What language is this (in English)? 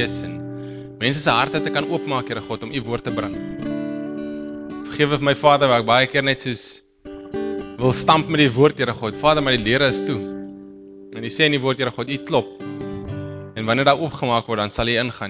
Afrikaans